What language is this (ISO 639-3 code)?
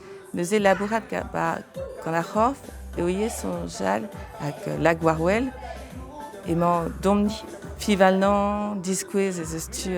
bre